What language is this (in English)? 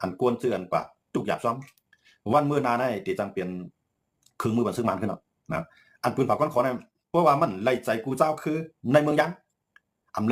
Shan